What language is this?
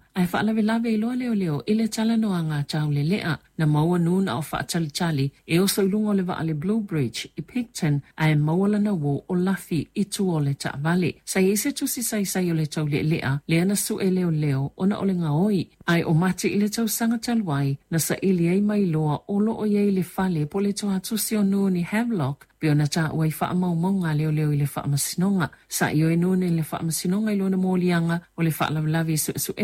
Samoan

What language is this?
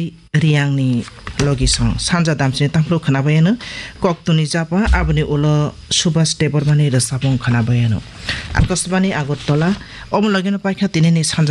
Kok Borok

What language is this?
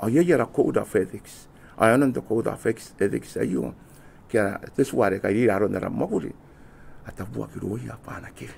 Gilbertese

